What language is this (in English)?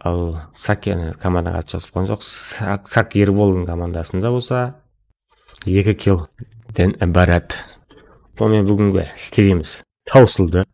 Kara-Kalpak